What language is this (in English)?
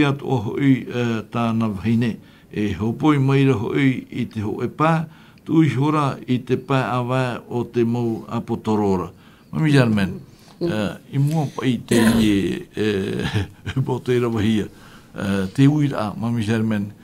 Tahitian